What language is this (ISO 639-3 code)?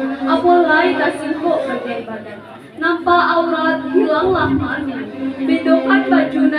min